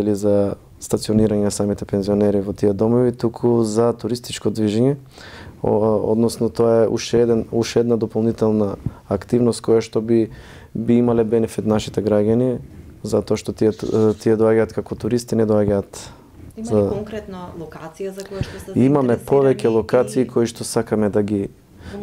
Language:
Macedonian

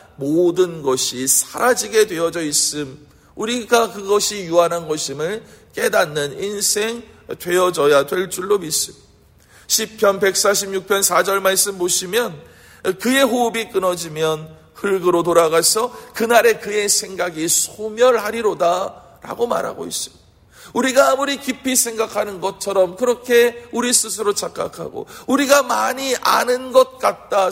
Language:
Korean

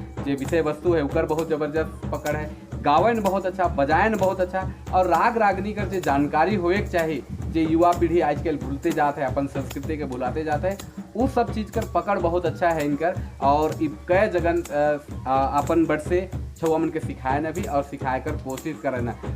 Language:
Sadri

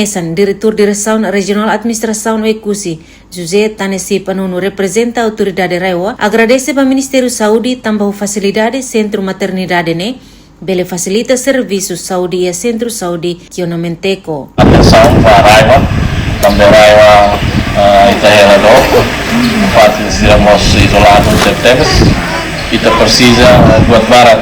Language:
Tetum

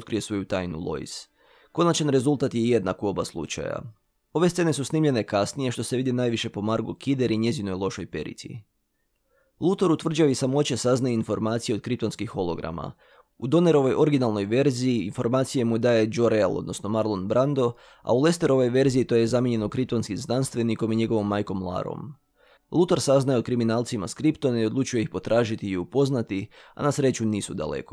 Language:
Croatian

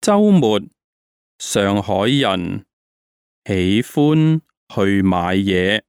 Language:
Cantonese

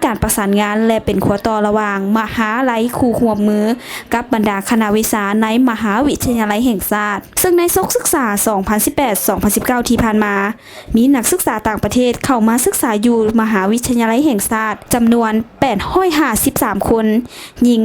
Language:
Lao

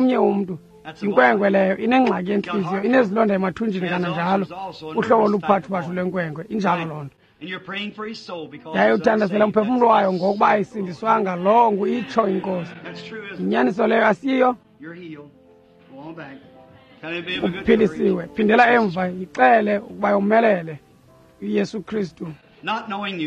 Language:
Xhosa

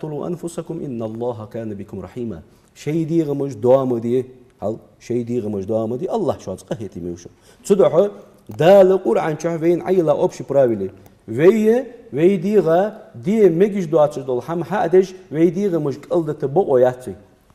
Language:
Ingush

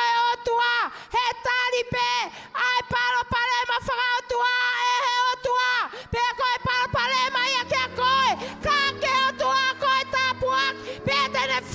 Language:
Tongan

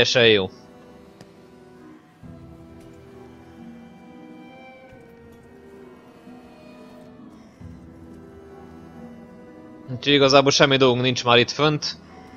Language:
Hungarian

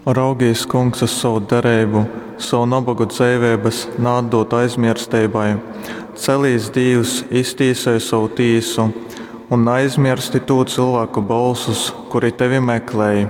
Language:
Latgalian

